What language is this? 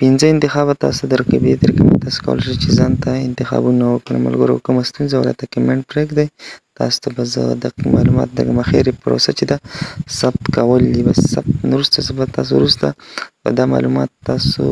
Pashto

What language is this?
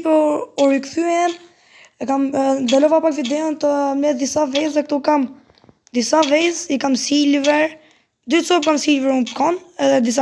Albanian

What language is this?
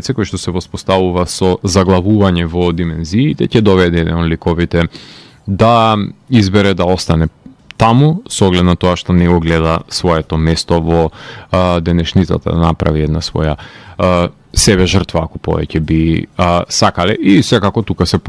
Macedonian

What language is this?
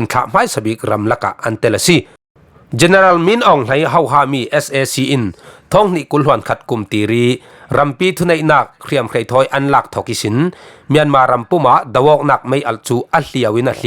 Falam Chin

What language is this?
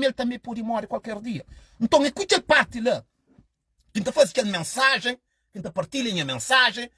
Kabuverdianu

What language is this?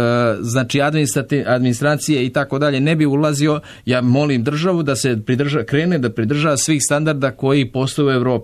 Serbian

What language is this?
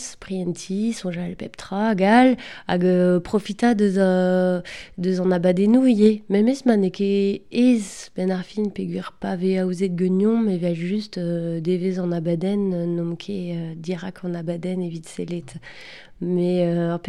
Breton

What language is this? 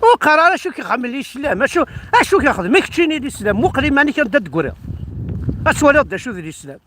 Kabyle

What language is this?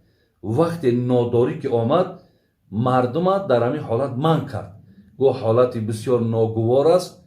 Tajik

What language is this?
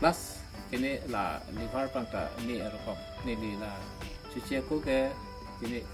Karbi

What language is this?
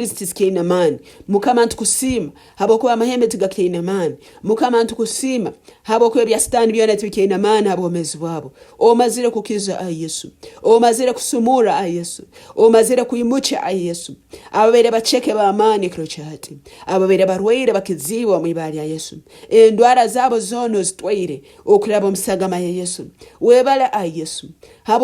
Nyankole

